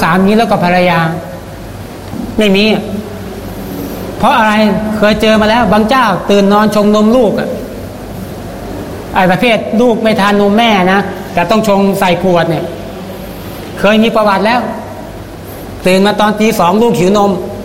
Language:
Thai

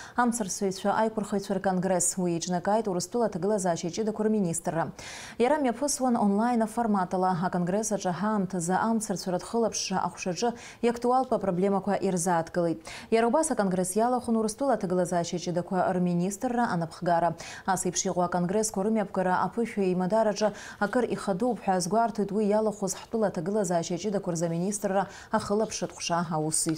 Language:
Abkhazian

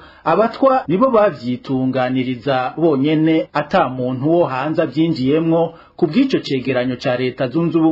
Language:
Rundi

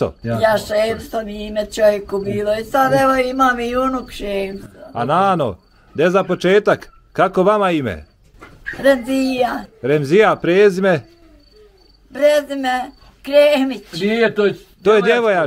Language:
Bosnian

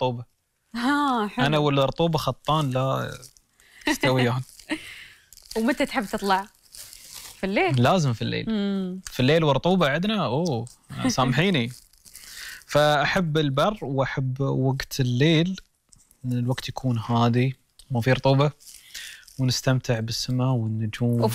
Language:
Gulf Arabic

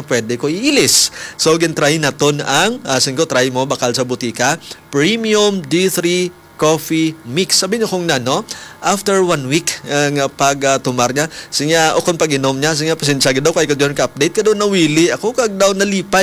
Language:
Hiligaynon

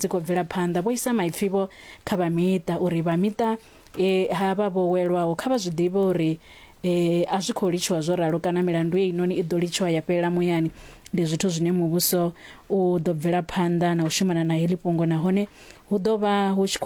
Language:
Venda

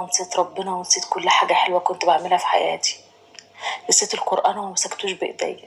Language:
Egyptian Arabic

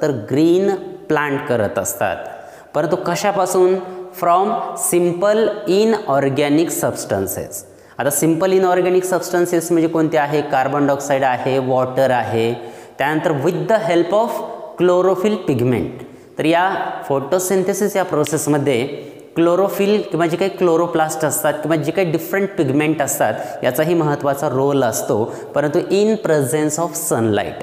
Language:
Marathi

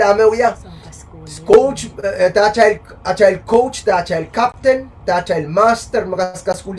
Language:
Pohnpeian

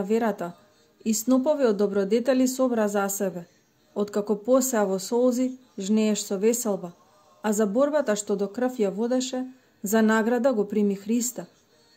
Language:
Macedonian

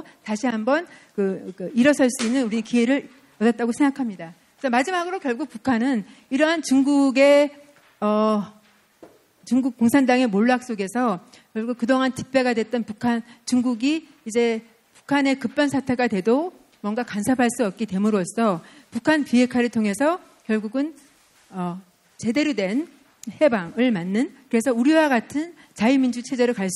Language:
Korean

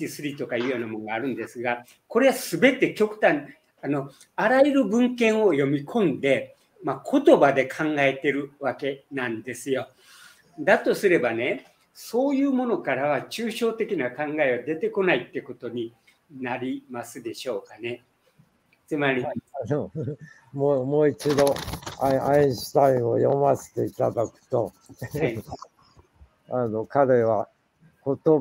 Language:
Japanese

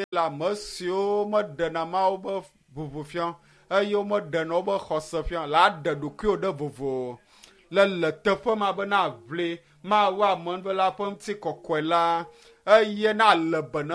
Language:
Ewe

